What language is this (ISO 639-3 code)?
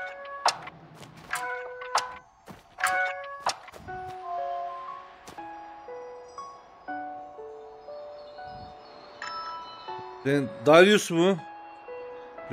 tur